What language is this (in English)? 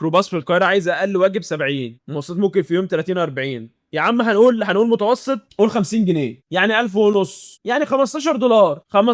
Egyptian Arabic